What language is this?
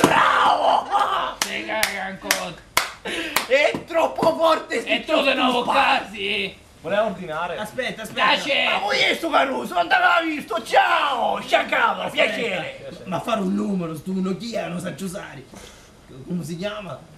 Sicilian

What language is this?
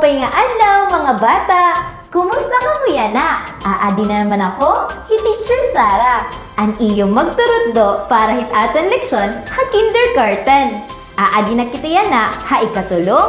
Waray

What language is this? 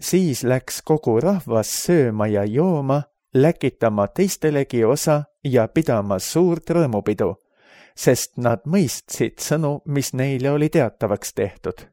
Estonian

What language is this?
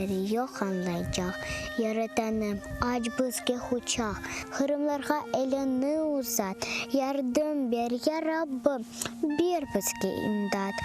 Crimean Tatar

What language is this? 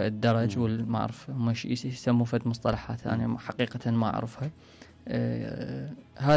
Mesopotamian Arabic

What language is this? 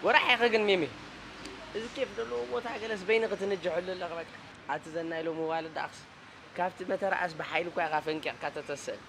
Tigrinya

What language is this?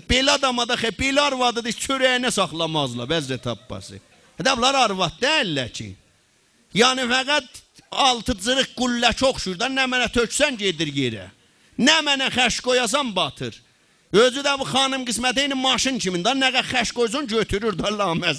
South Azerbaijani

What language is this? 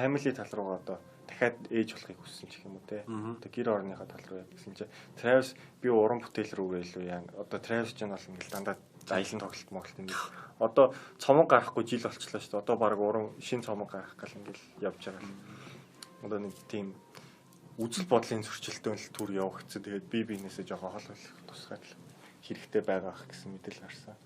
Mongolian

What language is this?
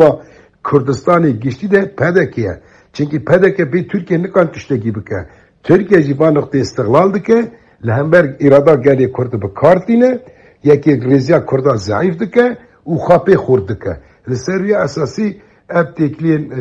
Kurdish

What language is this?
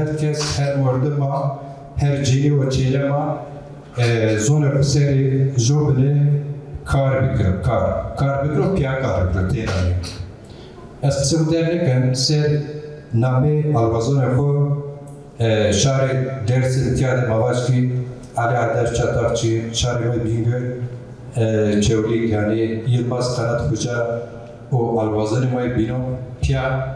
Zaza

